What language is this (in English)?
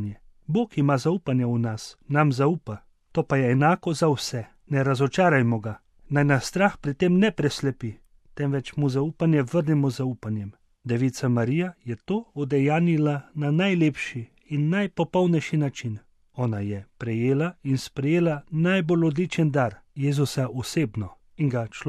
Slovenian